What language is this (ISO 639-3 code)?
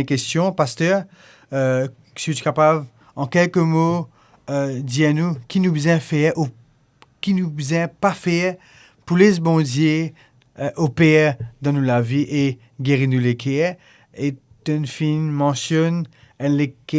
mfe